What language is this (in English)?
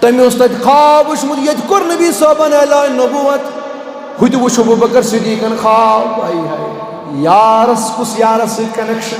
Kashmiri